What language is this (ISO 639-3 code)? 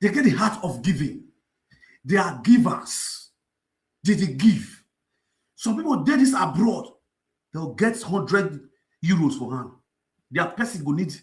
pcm